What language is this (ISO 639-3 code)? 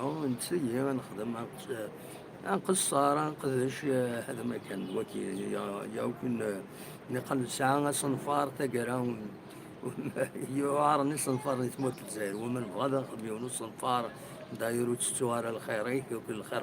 kab